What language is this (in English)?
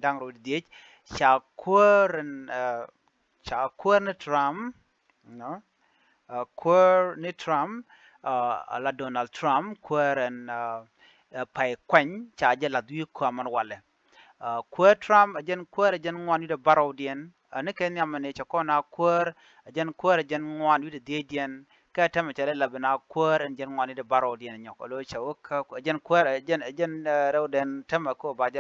Nuer